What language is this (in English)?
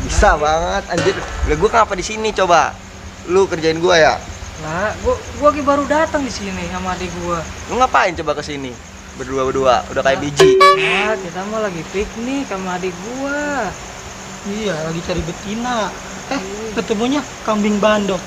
Betawi